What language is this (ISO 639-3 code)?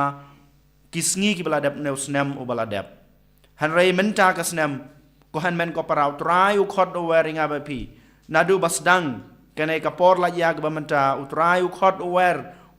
kha